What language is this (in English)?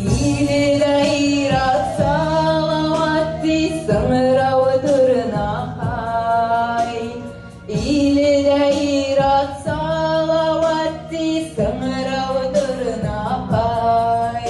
Bashkir